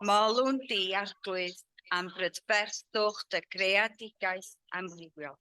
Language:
Welsh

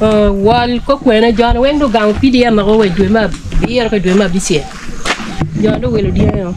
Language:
Acoli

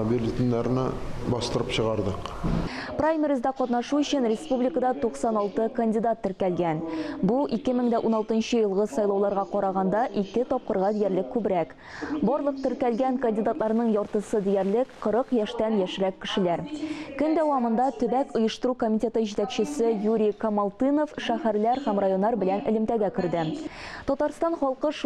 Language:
Tatar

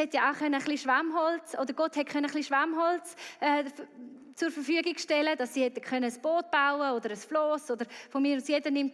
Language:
Swiss German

